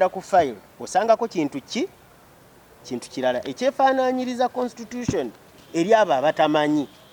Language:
Ganda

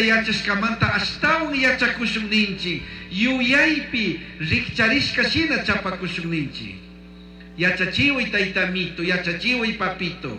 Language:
Chimborazo Highland Quichua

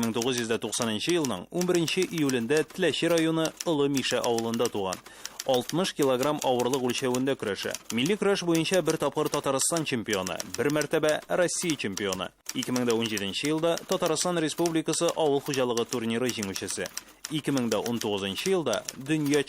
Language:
Tatar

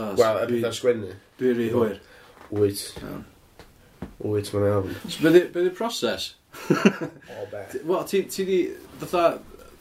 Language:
Welsh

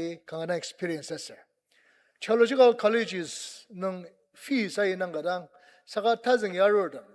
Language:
Ao Naga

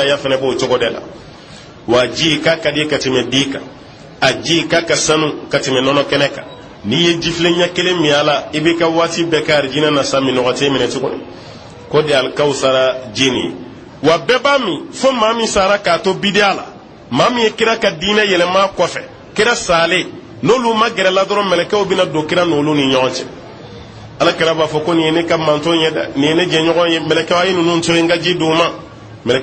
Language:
Bambara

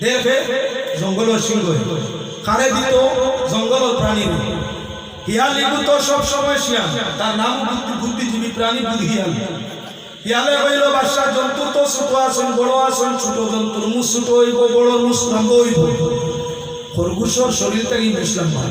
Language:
Sylheti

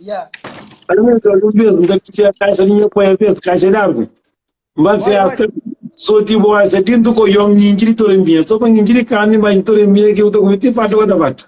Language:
Kabuverdianu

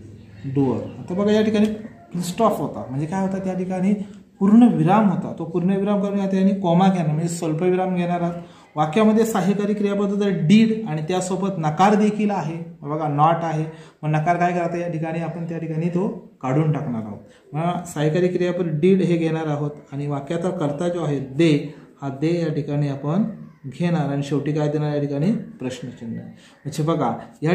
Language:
Marathi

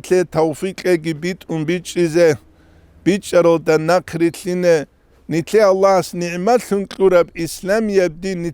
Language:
Avaric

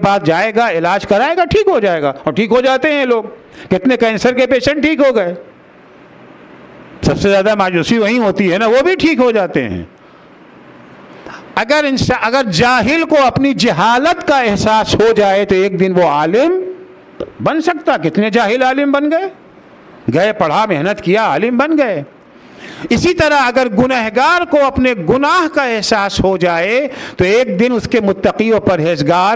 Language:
Urdu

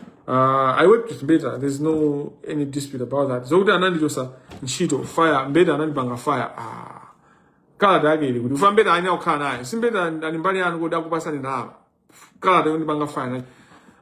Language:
Nyanja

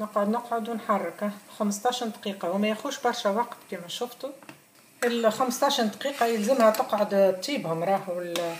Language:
Tunisian Arabic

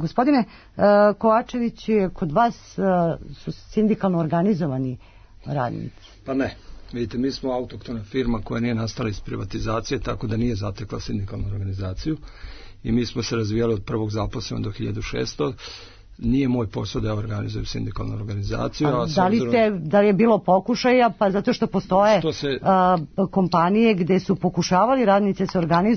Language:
Serbian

